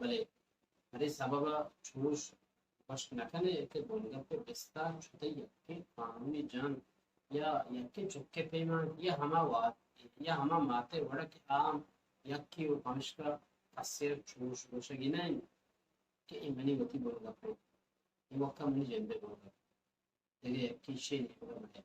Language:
Baluchi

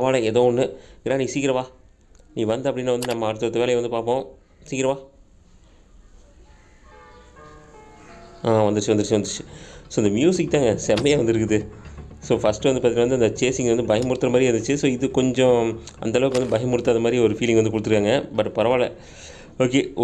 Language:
Tamil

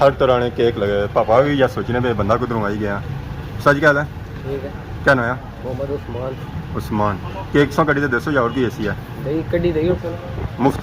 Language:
Pahari-Potwari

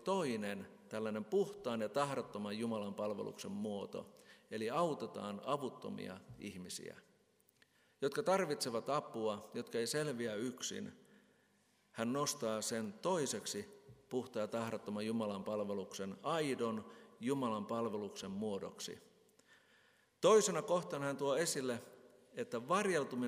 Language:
Finnish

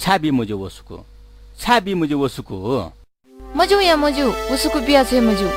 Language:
Newari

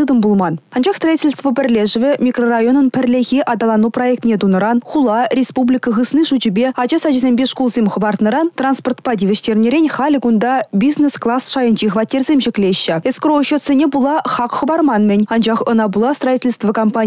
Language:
Chuvash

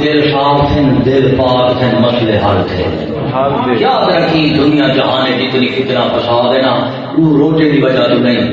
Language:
Saraiki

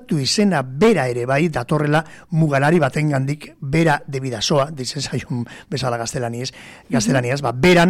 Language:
Basque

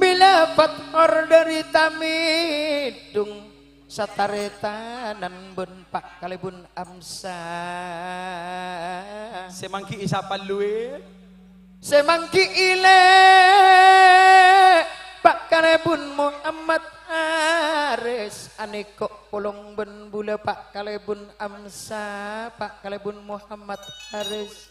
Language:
Madurese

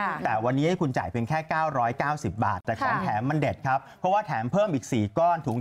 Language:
Thai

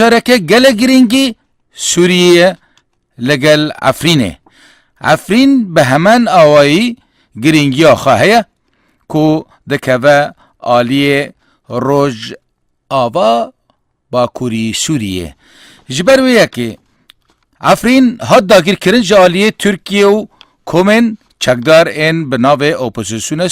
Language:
Kurdish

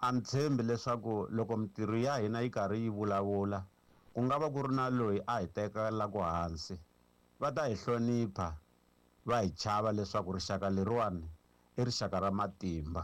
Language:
Tsonga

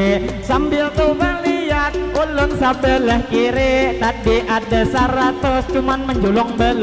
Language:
Banjar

